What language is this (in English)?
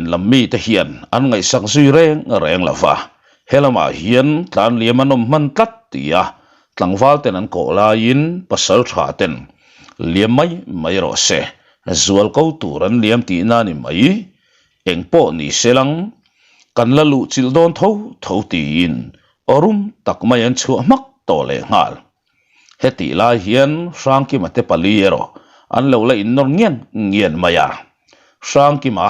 Mizo